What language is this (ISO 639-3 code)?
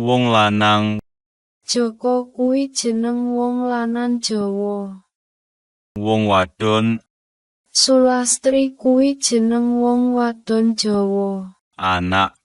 jav